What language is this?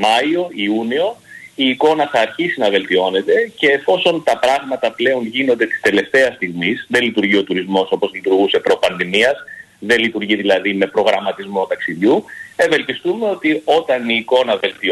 Greek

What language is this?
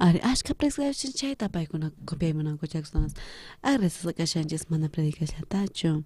South Bolivian Quechua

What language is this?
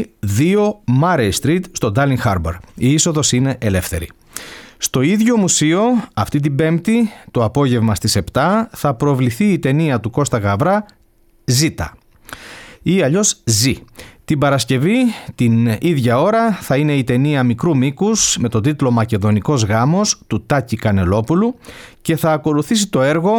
Greek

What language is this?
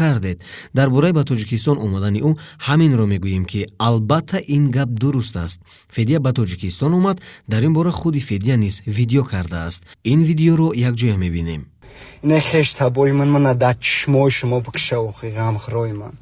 Tajik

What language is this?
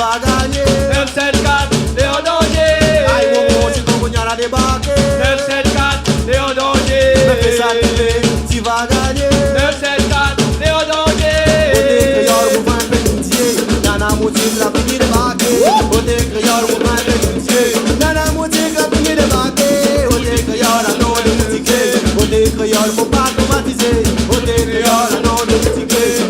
Réunion Creole French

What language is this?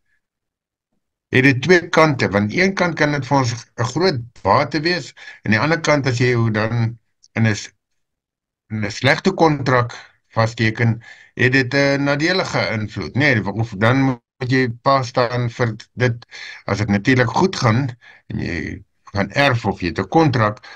Afrikaans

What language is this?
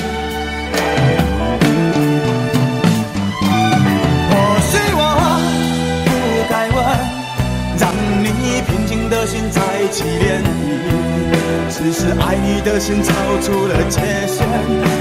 Chinese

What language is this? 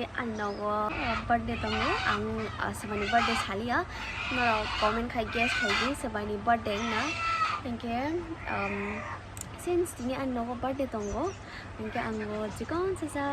Kok Borok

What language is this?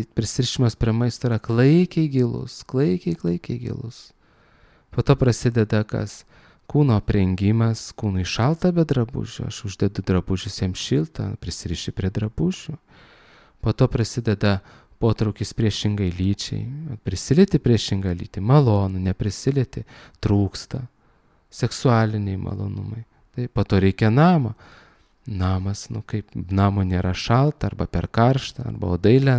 Lithuanian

